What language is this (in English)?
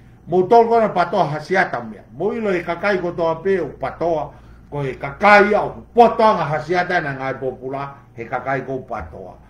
Tongan